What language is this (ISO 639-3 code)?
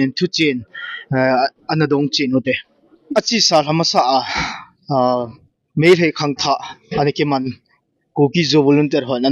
tcz